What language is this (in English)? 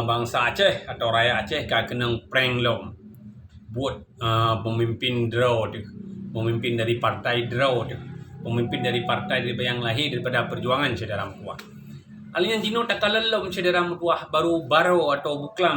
Achinese